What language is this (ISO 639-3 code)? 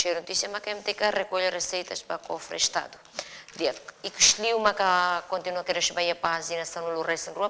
tet